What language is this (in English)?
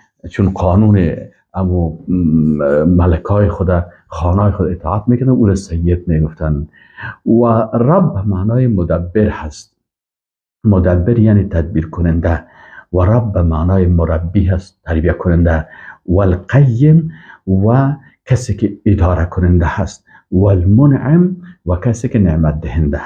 Persian